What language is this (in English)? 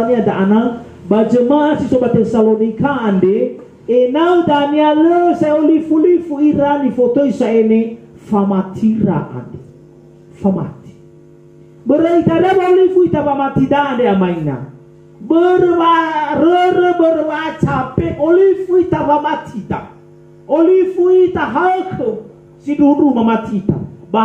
Nias